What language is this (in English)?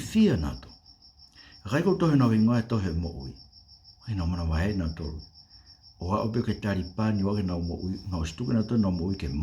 Tongan